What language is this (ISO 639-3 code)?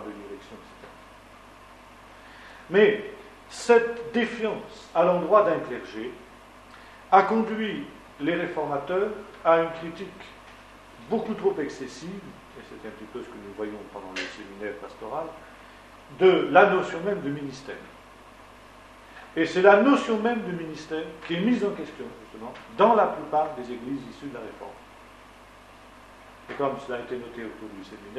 fra